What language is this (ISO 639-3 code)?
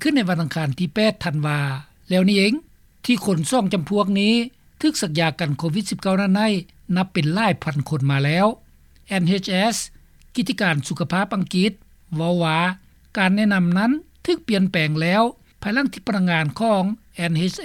lao